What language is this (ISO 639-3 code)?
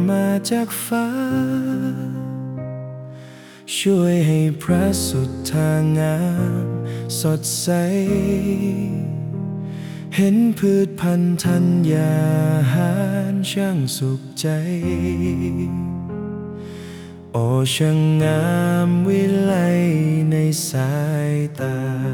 tha